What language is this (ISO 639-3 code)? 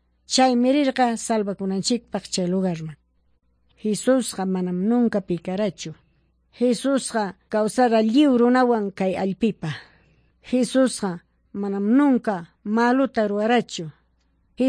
que